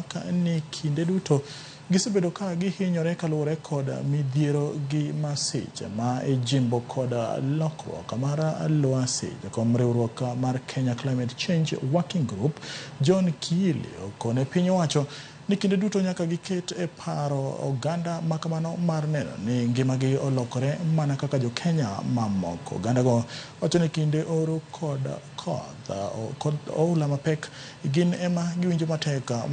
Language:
Luo (Kenya and Tanzania)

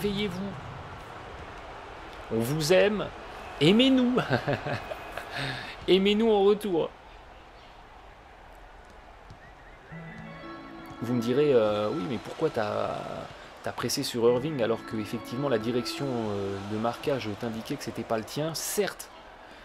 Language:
French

